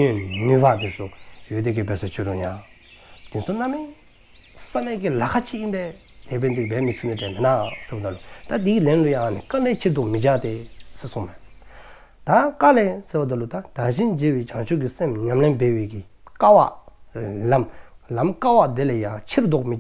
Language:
Dzongkha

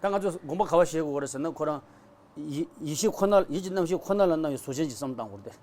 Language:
Tibetan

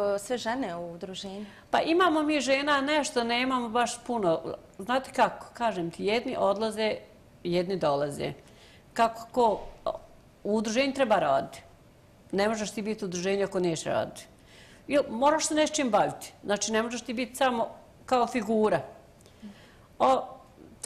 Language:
Bosnian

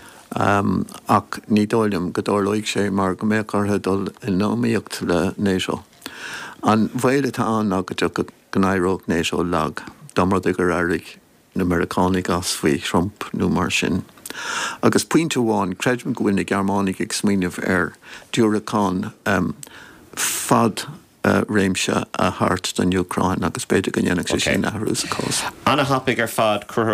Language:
Irish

